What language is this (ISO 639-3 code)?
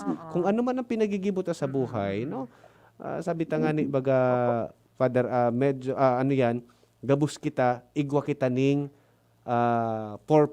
bik